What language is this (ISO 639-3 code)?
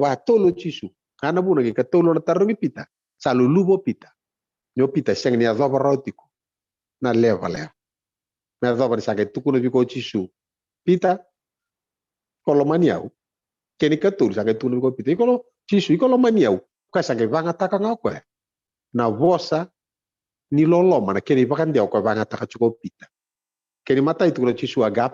fij